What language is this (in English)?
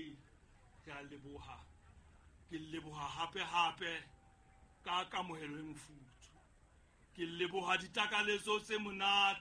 Southern Sotho